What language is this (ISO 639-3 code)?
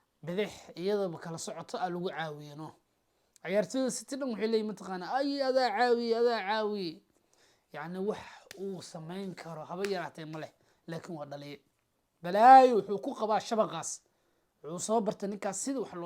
som